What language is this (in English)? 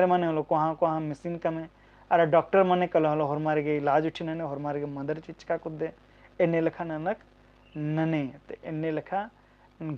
Kurukh